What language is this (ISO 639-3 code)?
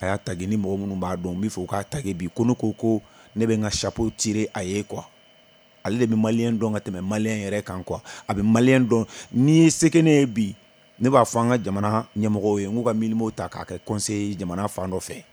bam